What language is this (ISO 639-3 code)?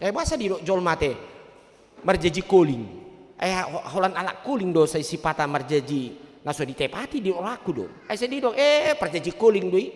bbc